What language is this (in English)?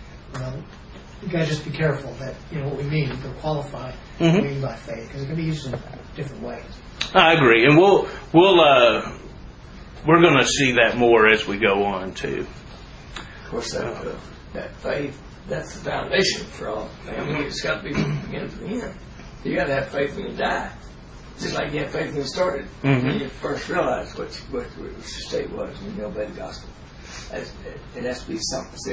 English